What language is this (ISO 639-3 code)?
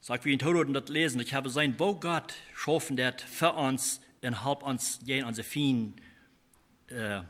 pdt